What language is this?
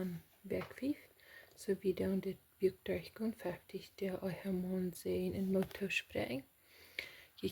Plautdietsch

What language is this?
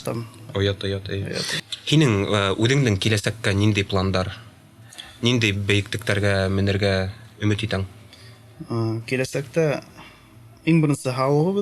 Bashkir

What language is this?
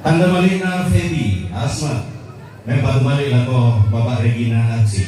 Toraja-Sa'dan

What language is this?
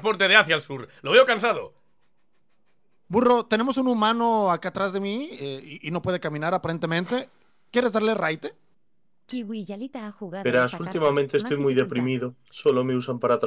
Spanish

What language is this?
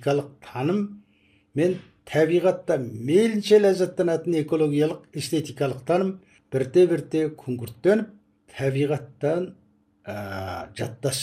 Kazakh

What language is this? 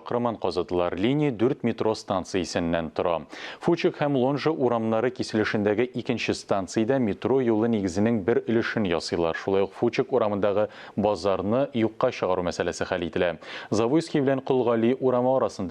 Tatar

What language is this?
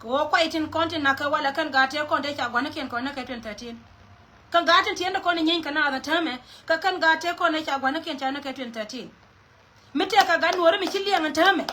Nuer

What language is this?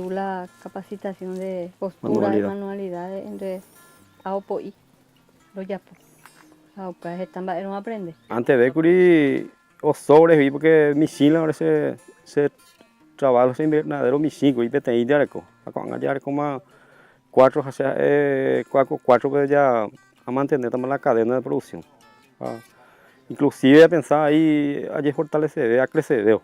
Guarani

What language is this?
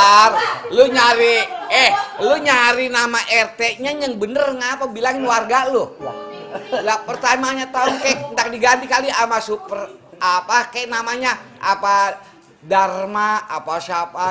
Betawi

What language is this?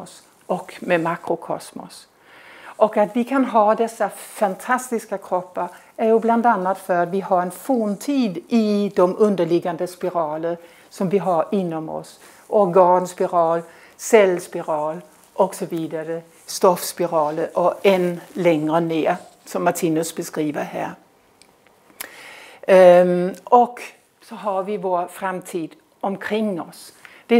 Swedish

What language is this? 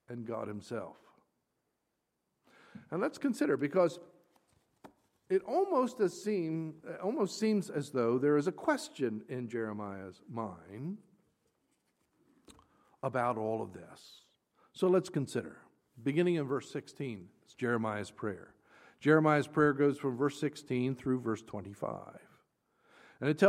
English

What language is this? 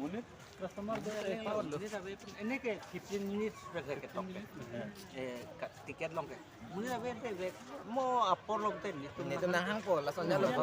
Karbi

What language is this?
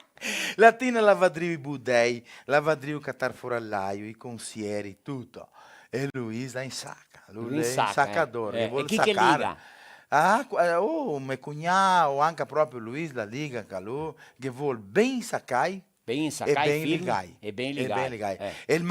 Venetian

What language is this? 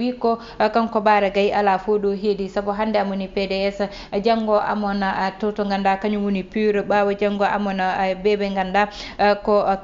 Fula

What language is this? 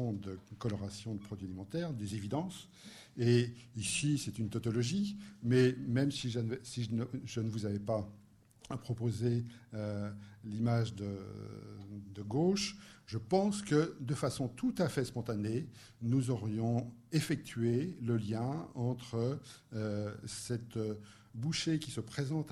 French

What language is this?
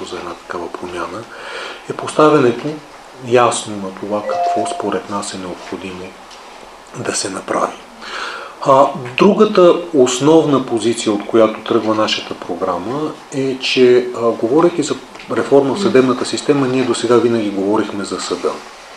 Bulgarian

